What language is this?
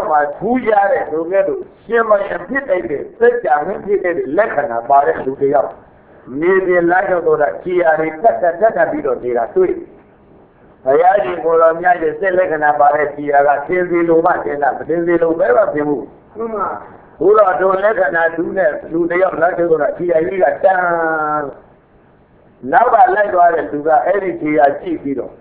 Burmese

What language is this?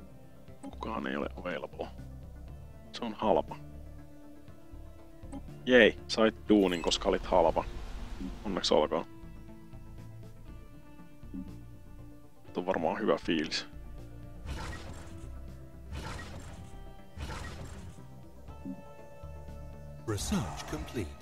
Finnish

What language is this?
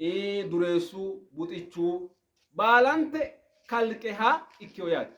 Sidamo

